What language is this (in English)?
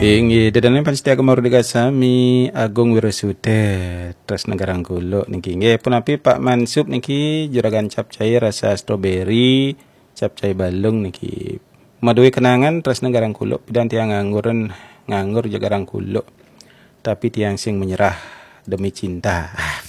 Balinese